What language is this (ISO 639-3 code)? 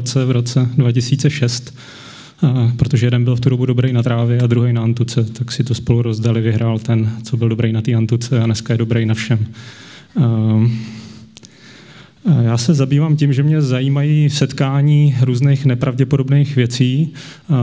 ces